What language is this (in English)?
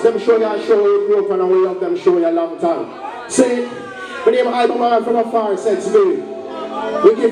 Jamaican Creole English